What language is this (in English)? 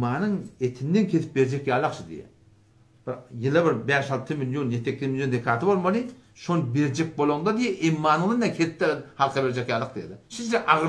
Turkmen